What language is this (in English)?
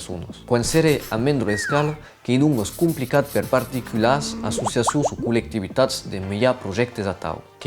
Occitan